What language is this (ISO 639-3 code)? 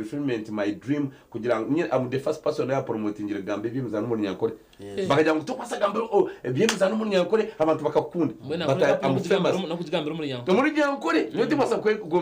nyn